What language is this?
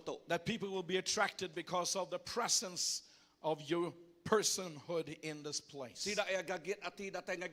Iban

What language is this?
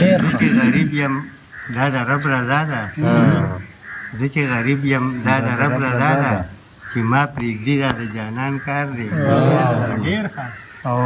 Pashto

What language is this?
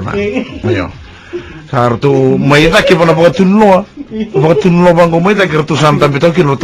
Fijian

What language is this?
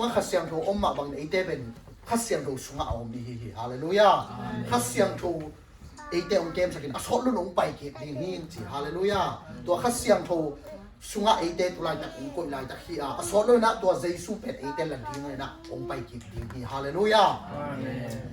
Tedim Chin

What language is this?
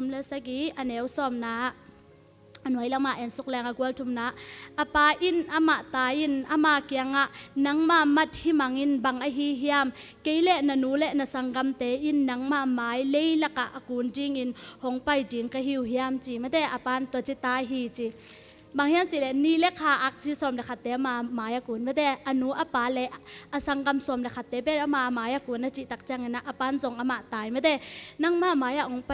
Tedim Chin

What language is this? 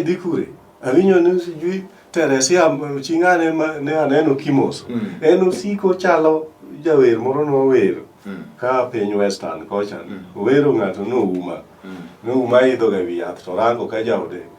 Luo (Kenya and Tanzania)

